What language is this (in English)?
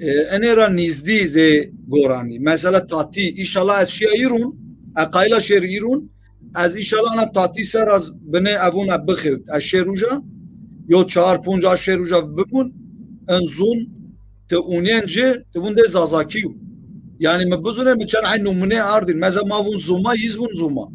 Zaza